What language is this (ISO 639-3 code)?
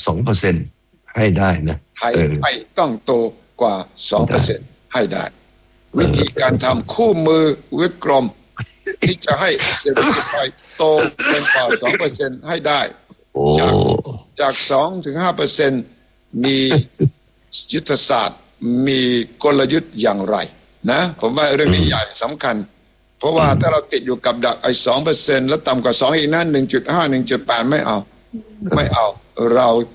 tha